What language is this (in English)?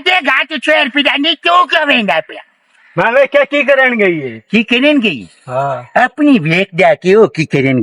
Western Panjabi